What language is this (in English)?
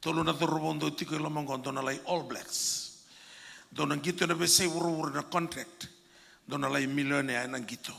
Fijian